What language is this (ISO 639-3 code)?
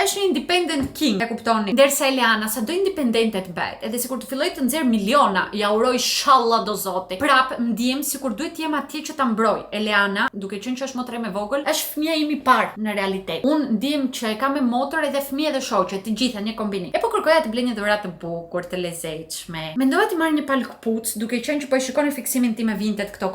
sqi